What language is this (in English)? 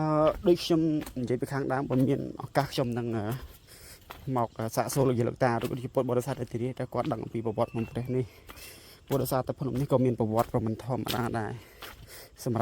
Khmer